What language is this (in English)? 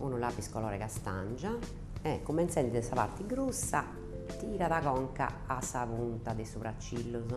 Sardinian